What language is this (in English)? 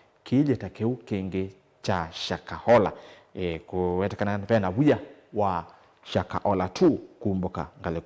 Kamba